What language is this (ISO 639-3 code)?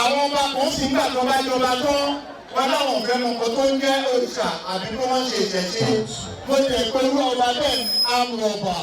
yor